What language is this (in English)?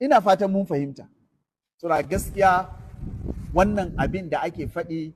Hausa